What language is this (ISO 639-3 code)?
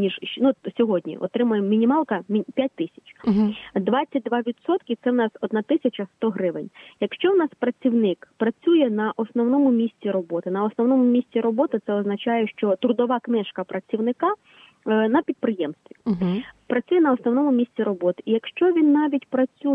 ukr